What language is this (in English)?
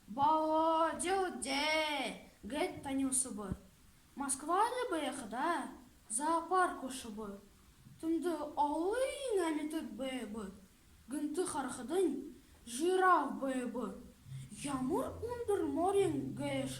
Buriat